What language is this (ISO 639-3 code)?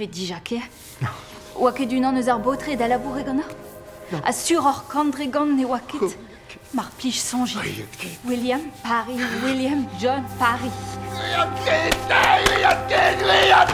bre